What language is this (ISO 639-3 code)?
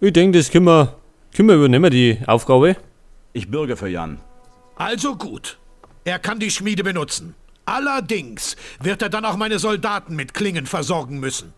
bar